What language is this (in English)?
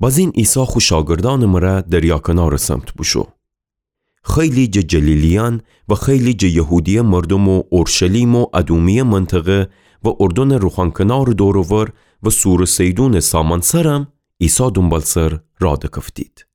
Gilaki